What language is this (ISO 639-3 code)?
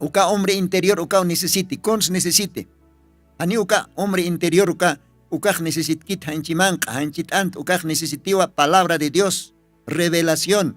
aym